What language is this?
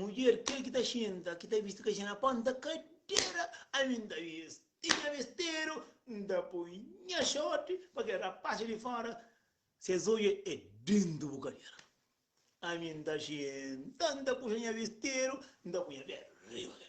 Kabuverdianu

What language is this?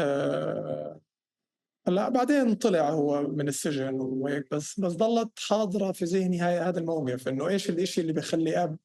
North Levantine Arabic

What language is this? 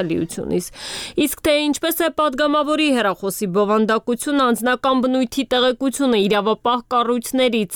Armenian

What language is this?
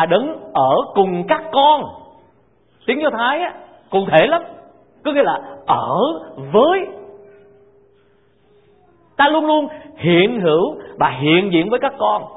Vietnamese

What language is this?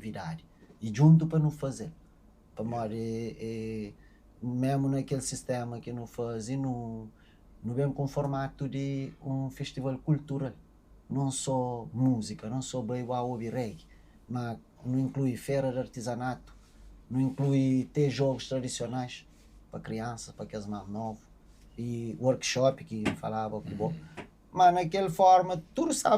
Kabuverdianu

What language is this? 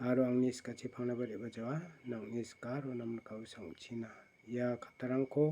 Garo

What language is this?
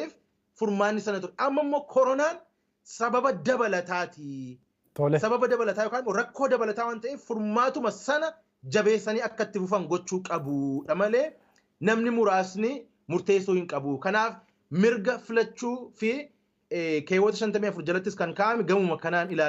Oromo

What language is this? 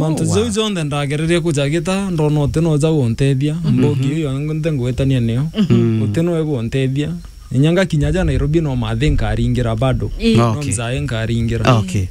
Meru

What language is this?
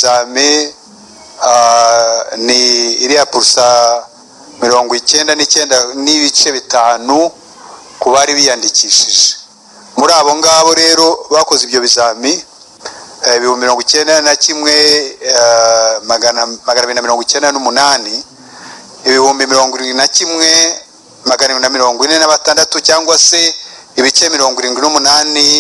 Kinyarwanda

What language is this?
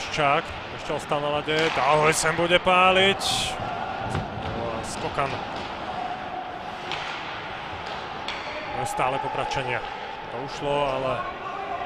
Slovak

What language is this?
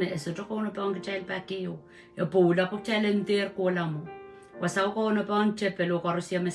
Pohnpeian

